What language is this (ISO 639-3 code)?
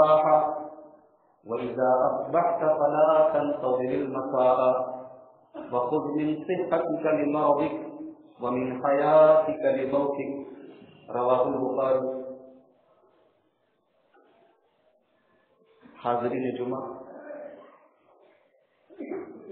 urd